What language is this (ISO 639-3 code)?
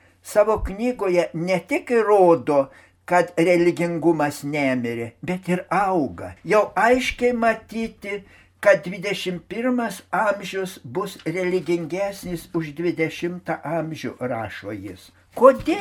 lit